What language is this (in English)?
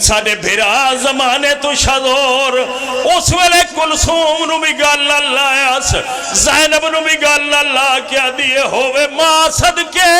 Pahari-Potwari